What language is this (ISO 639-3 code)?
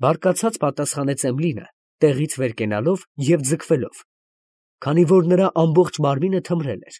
hye